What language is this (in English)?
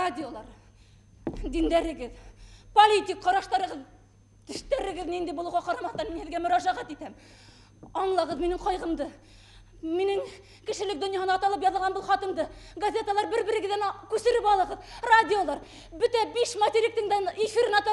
Bashkir